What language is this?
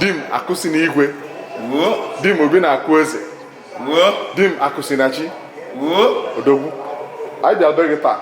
Igbo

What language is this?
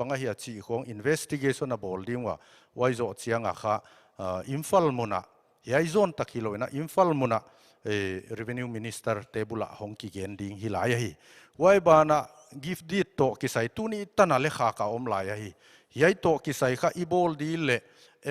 Paite Chin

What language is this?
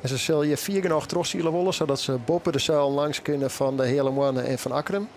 Western Frisian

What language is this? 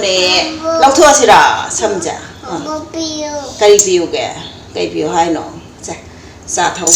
Manipuri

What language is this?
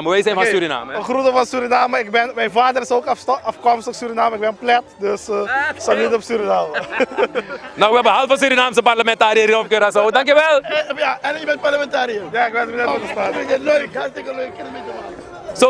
Dutch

